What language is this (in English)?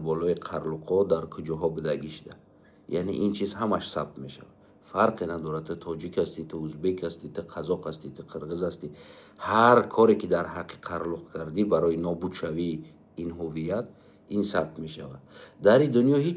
Tajik